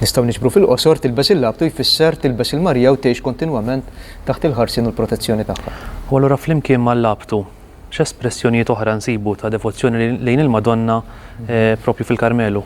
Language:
Maltese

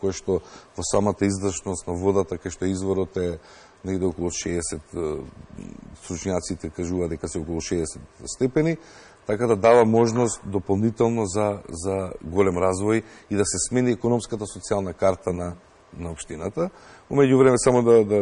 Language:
Macedonian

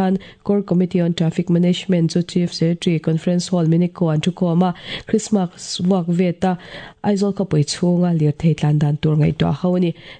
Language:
Mizo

